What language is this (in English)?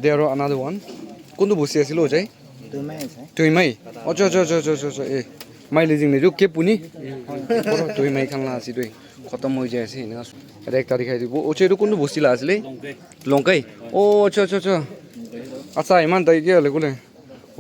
Naga Pidgin